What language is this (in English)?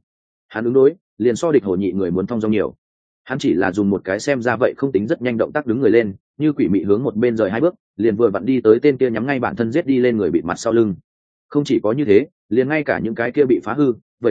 Vietnamese